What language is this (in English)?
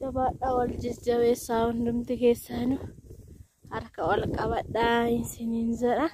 Oromo